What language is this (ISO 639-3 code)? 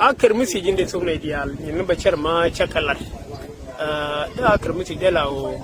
nus